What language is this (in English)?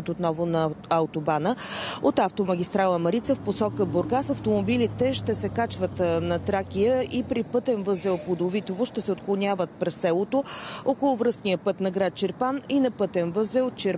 Bulgarian